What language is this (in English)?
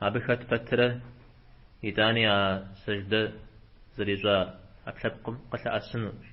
Kabardian